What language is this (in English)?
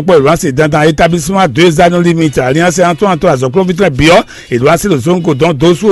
Fon